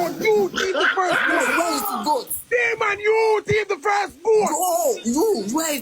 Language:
Jamaican Creole English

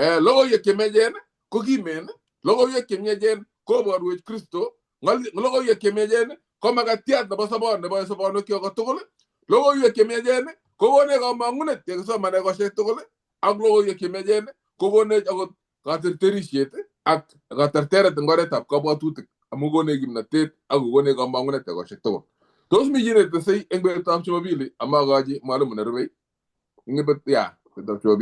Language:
Kalenjin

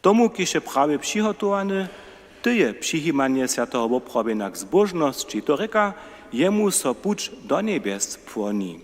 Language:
Upper Sorbian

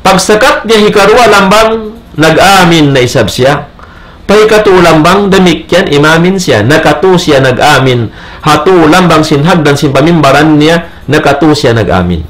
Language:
Tausug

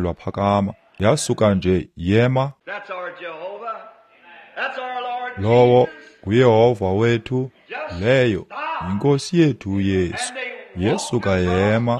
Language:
Xhosa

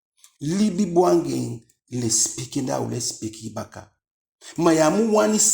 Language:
Eastern Maroon Creole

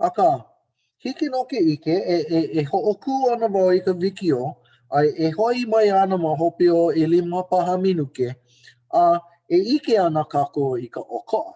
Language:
Hawaiian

